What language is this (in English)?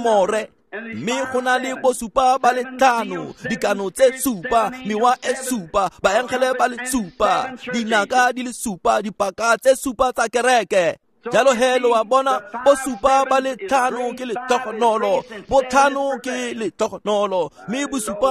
Tswana